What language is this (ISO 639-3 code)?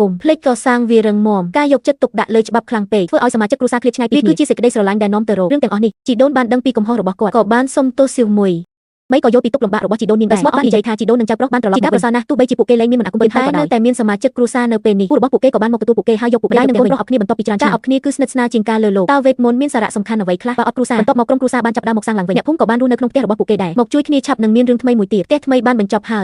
khm